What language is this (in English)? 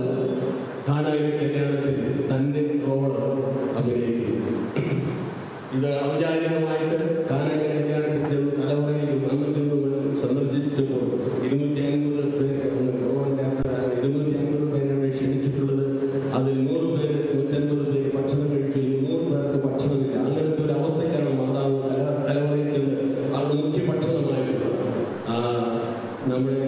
Malayalam